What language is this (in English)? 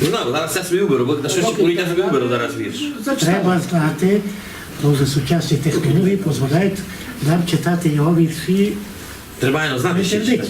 Rusyn